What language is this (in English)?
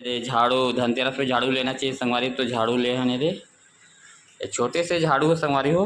Chhattisgarhi